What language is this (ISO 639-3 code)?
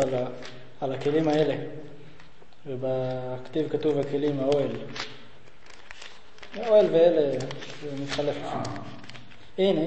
heb